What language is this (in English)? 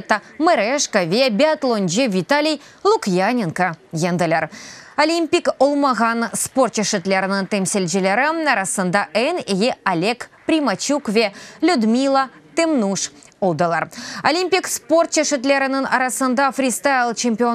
Crimean Tatar